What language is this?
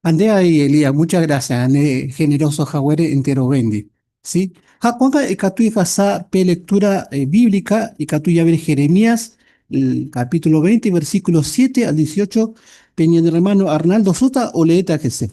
Guarani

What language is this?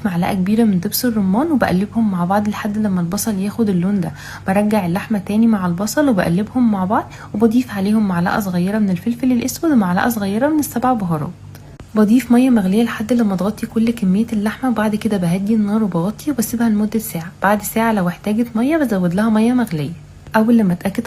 Egyptian Arabic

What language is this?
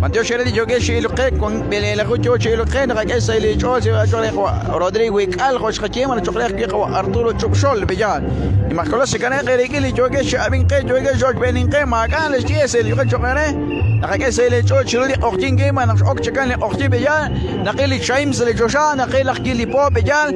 Kekchí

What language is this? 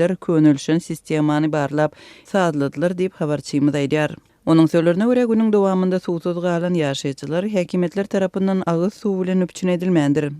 Turkmen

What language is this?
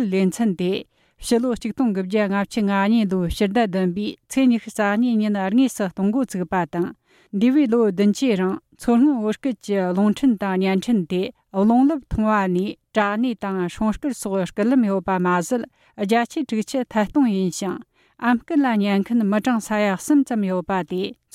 Tibetan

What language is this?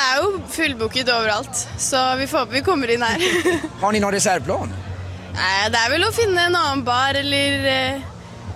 Swedish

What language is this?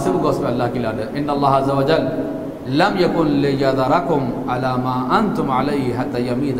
Urdu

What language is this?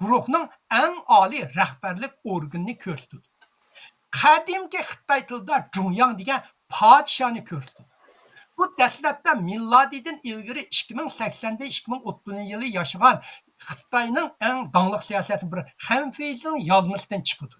Uyghur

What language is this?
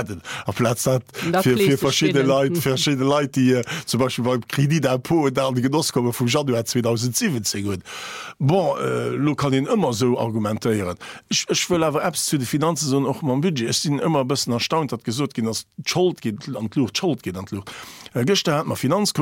Luxembourgish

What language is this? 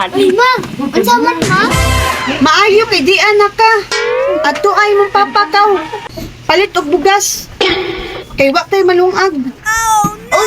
Cebuano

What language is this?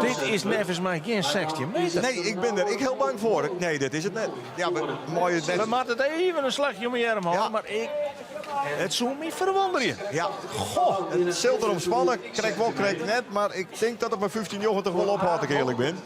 Western Frisian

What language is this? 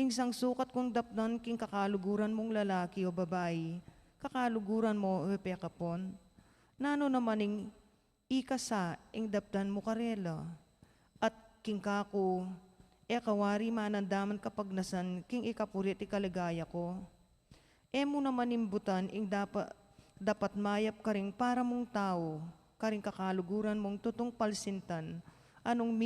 Pampanga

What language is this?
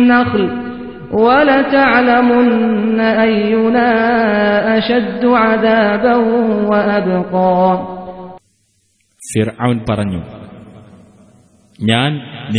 Malayalam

